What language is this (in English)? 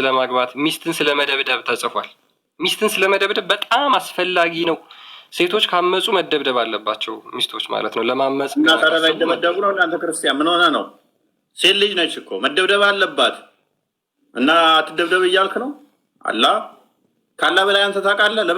Amharic